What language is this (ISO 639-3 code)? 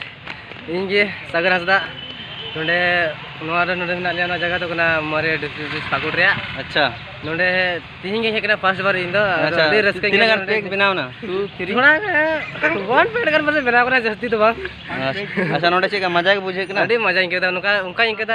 sat